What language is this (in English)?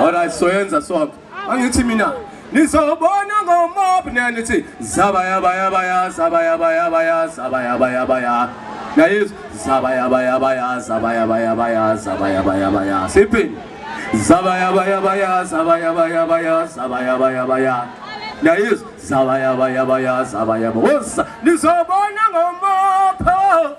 Zulu